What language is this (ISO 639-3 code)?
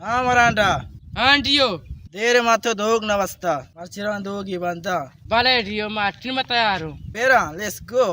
bal